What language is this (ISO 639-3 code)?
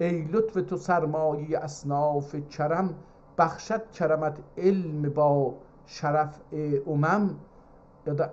azb